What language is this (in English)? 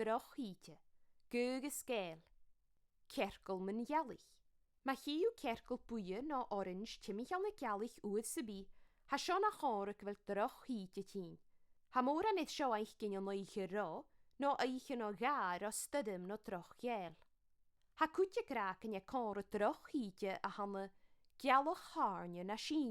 Scottish Gaelic